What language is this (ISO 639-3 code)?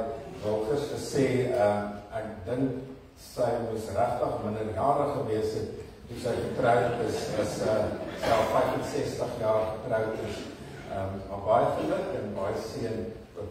afr